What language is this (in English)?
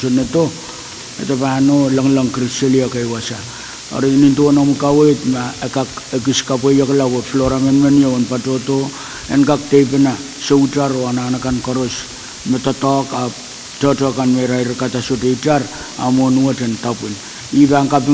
Pohnpeian